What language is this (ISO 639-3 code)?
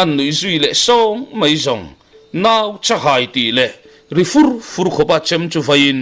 lus